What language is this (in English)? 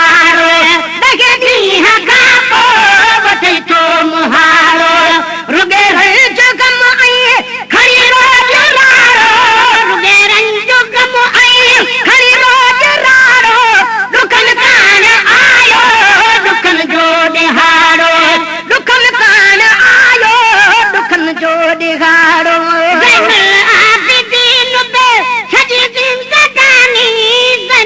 Sindhi